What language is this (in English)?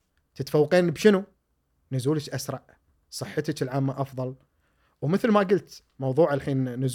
Gulf Arabic